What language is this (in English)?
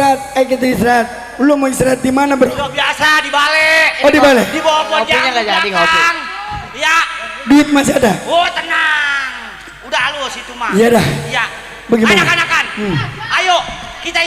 Betawi